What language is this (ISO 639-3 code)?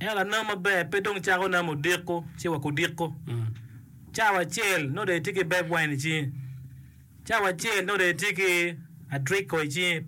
ach